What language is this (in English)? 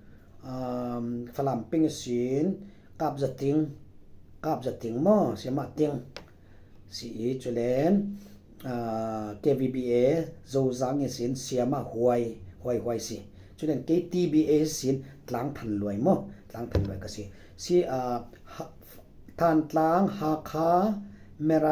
Falam Chin